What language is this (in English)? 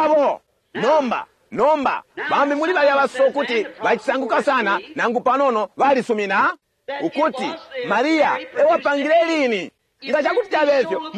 Bemba